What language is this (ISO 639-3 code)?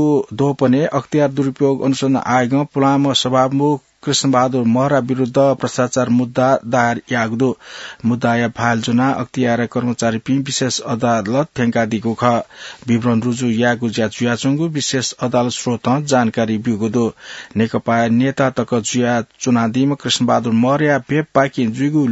new